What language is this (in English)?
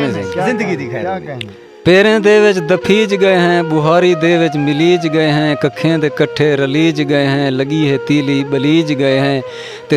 Saraiki